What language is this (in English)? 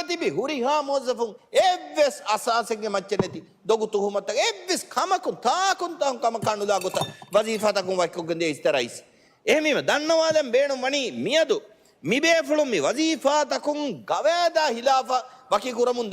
Divehi